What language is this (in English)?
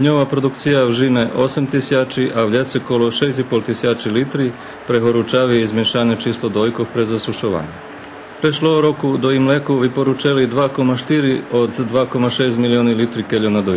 Rusyn